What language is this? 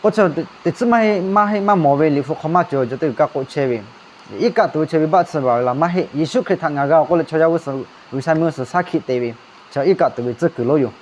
Lahu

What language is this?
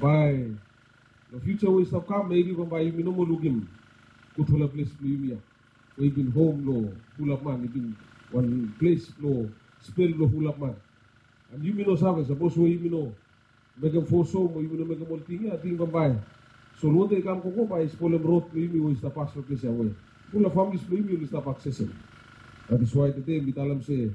Bislama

